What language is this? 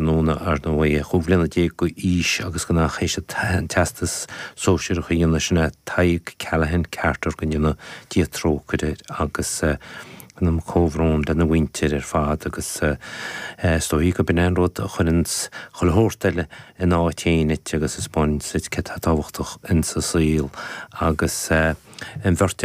Irish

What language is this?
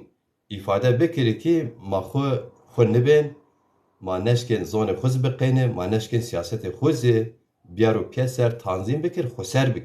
Zaza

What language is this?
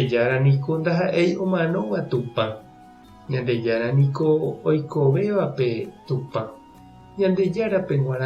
Guarani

